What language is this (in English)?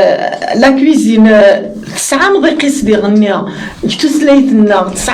Kabyle